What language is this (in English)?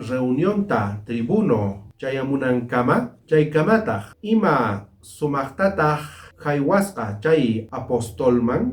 South Bolivian Quechua